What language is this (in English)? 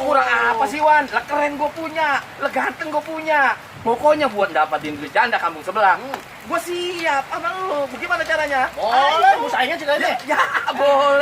Betawi